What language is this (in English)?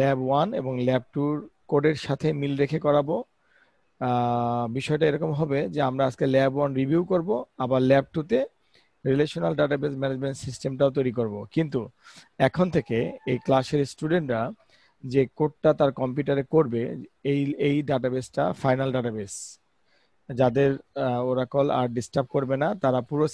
Bangla